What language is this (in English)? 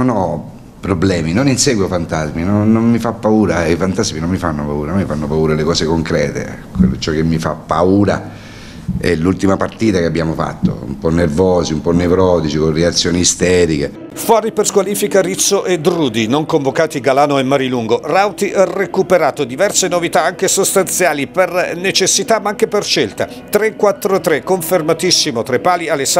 Italian